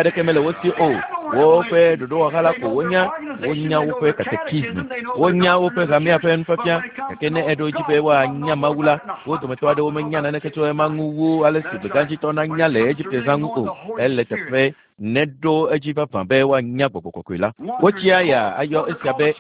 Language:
Ewe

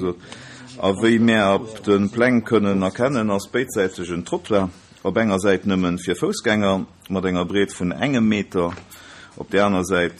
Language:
Luxembourgish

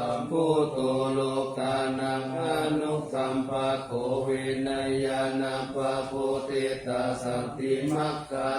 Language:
Pali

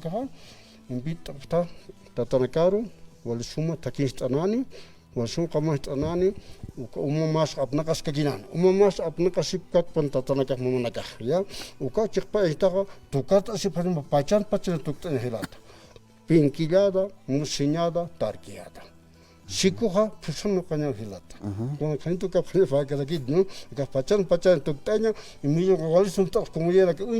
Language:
Aymara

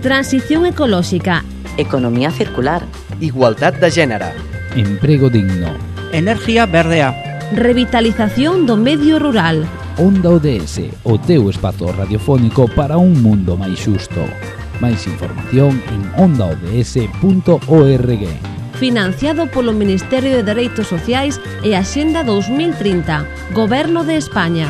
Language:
Galician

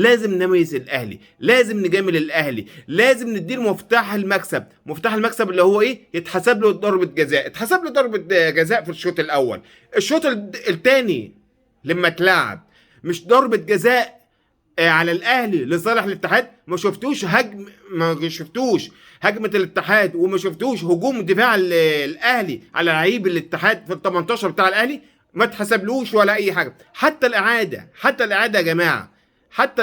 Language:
Egyptian Arabic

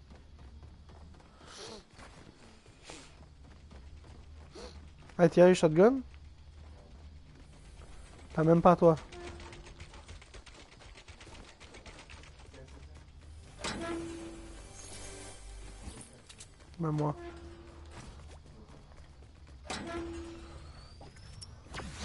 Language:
French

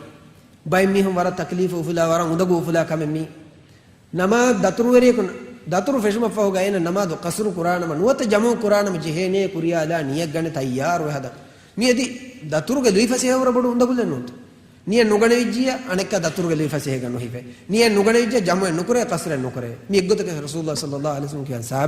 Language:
Divehi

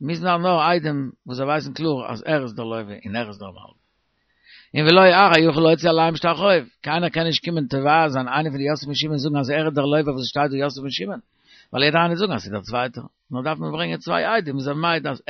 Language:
Yiddish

